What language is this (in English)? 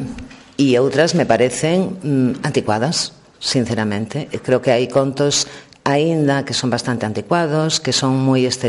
Galician